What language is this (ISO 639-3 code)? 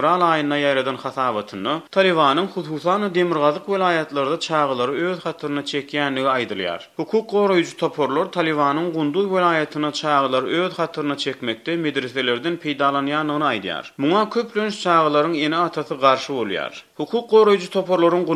tuk